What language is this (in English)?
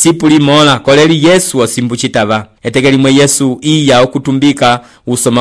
Umbundu